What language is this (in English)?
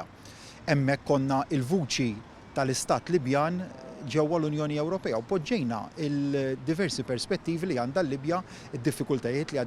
Maltese